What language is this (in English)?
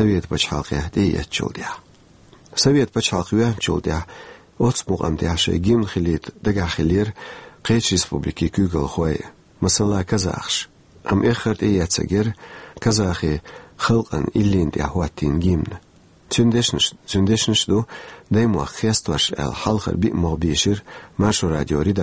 Chechen